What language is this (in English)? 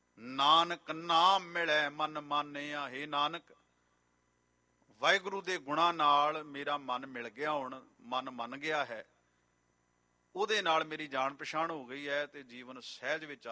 Punjabi